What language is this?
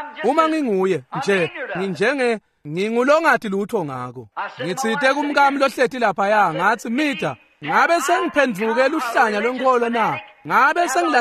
Swati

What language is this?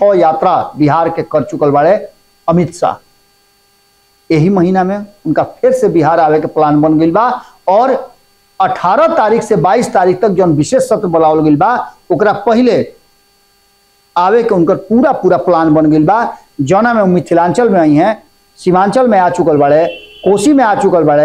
Bhojpuri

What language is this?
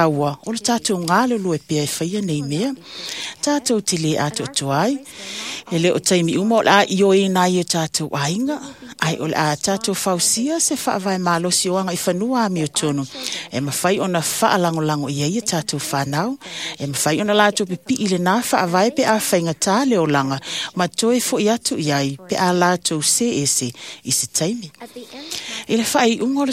Samoan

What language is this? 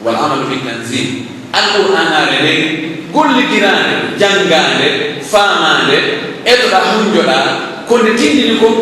Pular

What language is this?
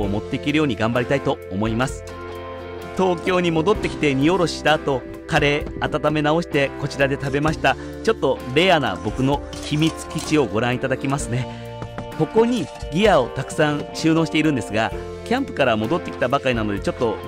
Japanese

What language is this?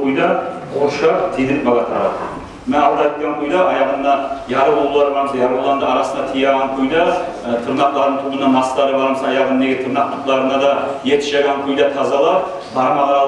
Kumyk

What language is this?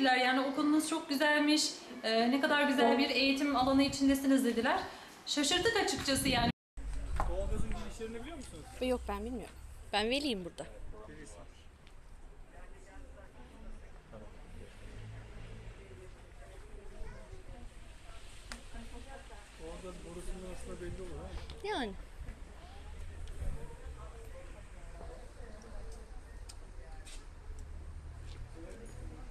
Turkish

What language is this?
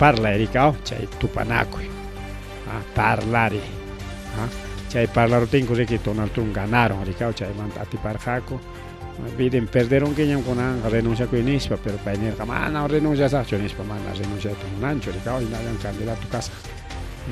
Ayacucho Quechua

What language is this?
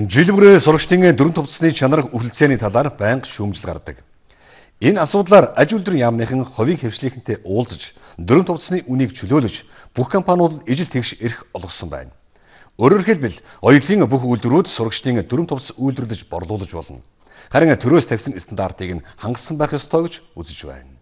Mongolian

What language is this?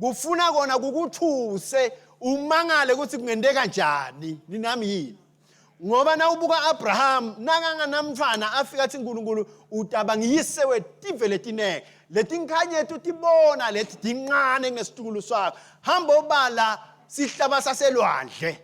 Swati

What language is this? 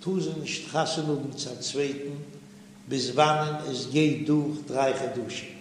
Yiddish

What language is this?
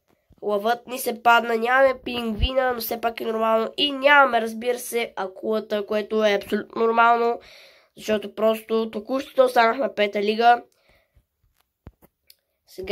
Bulgarian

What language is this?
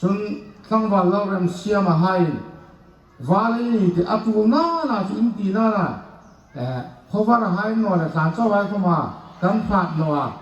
Hmar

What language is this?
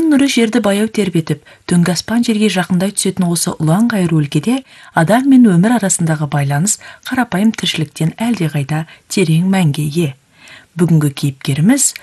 Kazakh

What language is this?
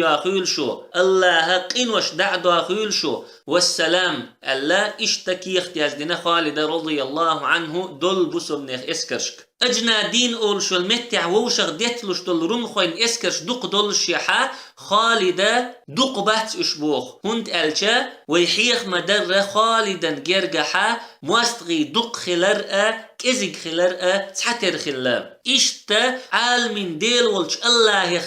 Chechen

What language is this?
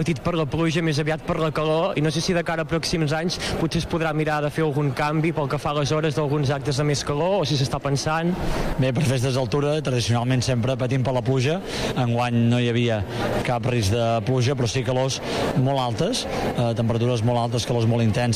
Catalan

